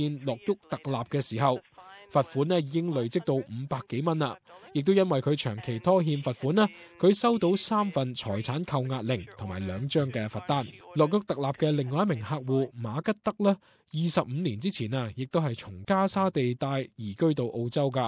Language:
Cantonese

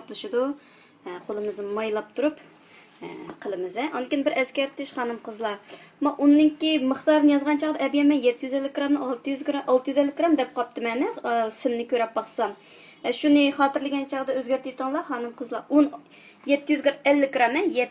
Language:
Uyghur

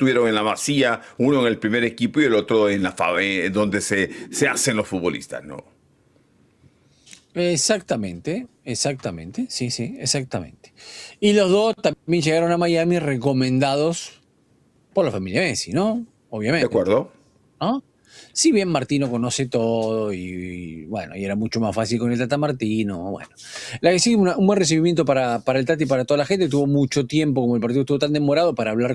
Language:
Spanish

